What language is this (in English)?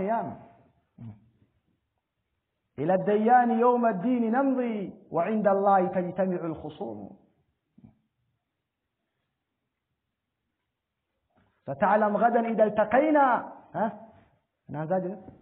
Swahili